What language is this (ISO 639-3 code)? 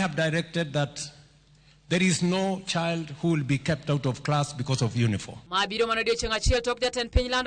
luo